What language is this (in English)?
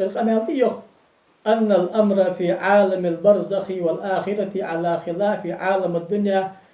Ingush